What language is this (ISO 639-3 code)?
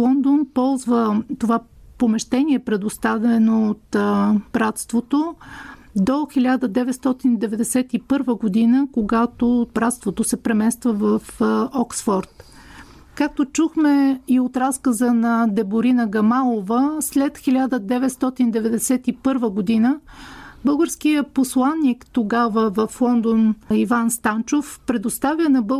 bul